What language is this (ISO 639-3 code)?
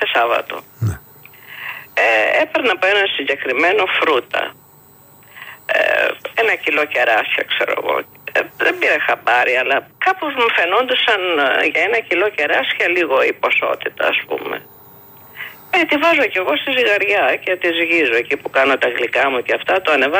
ell